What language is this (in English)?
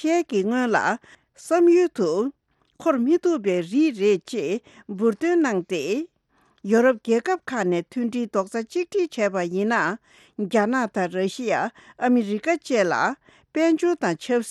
Tibetan